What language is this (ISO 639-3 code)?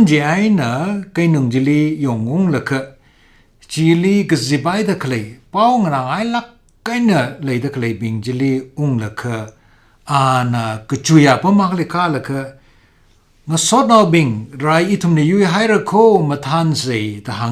nmf